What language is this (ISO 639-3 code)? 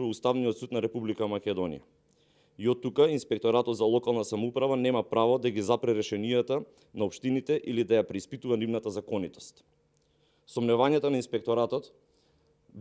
mkd